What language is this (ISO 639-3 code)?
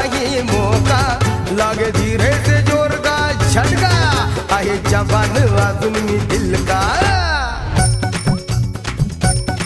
mar